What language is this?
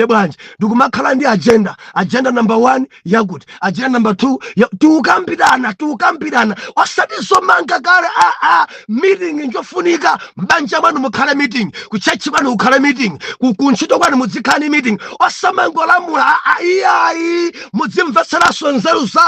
Nyanja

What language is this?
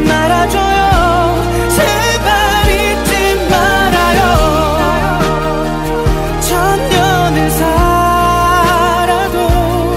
Korean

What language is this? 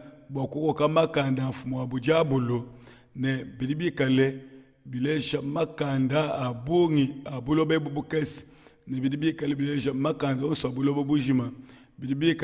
Luba-Lulua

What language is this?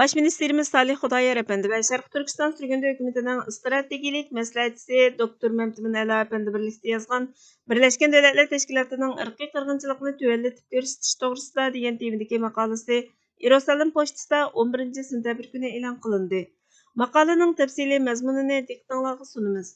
Uyghur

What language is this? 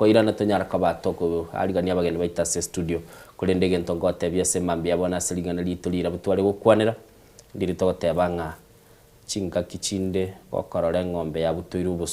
Gusii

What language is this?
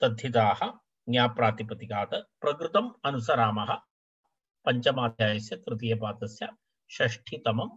Sanskrit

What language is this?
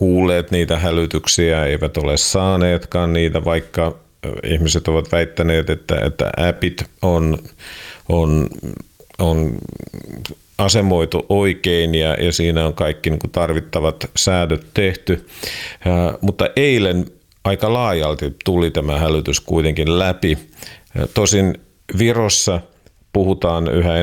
Finnish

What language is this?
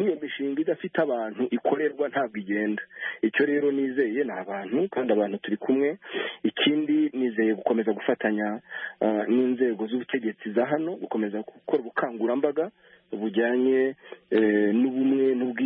Kinyarwanda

